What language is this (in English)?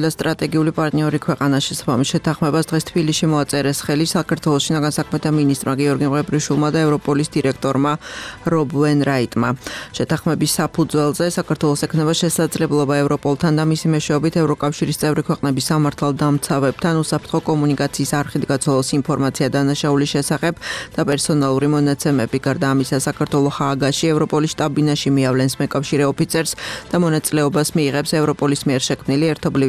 Georgian